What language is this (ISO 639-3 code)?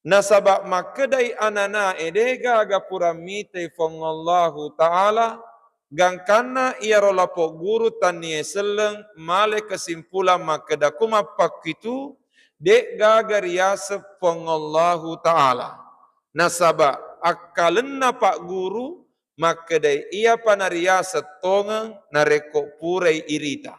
bug